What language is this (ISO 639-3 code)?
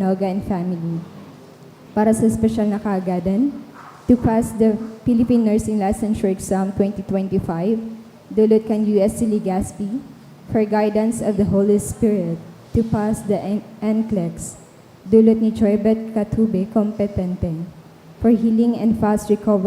bik